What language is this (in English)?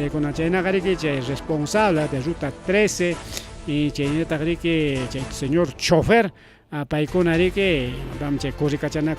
Ayacucho Quechua